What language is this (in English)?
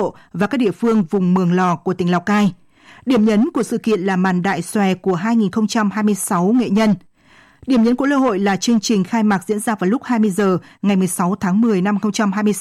Vietnamese